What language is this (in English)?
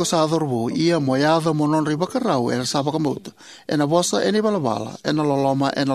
Fijian